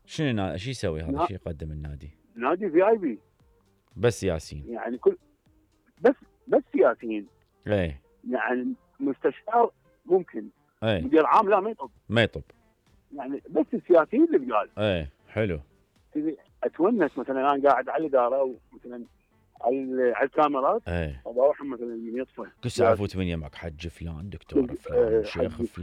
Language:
Mesopotamian Arabic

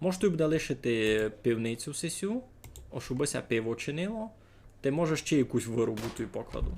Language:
Rusyn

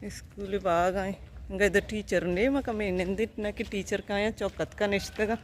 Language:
Baluchi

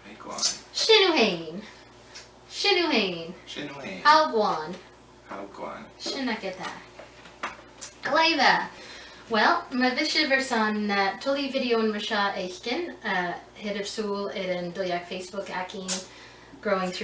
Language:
Scottish Gaelic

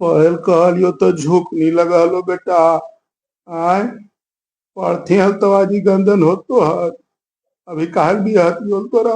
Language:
Magahi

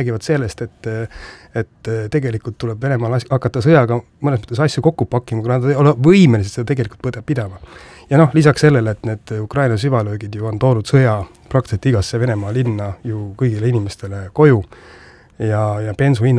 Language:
Estonian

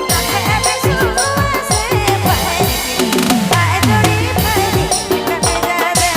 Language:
Sadri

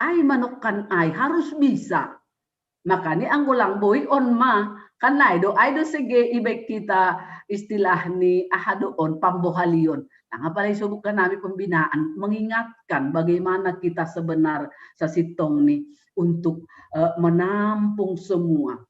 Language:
Batak Simalungun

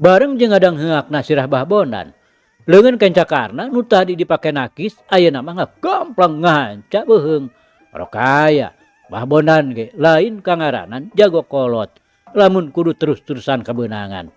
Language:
Sundanese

